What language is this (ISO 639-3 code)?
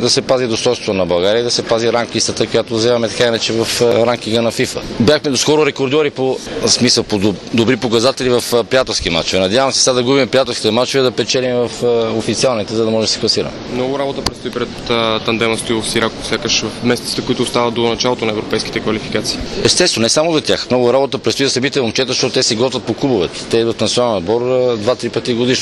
bul